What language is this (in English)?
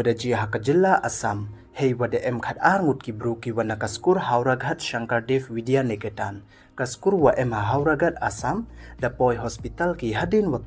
Pnar